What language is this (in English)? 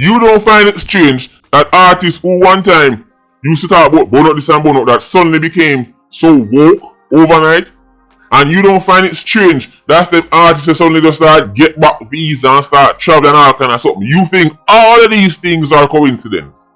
Jamaican Creole English